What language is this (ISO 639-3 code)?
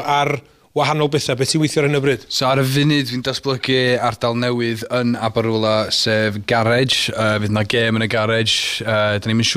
cym